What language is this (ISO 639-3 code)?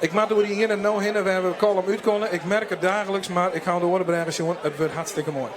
fry